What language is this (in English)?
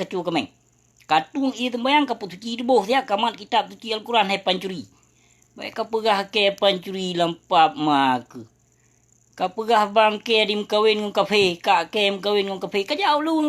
Achinese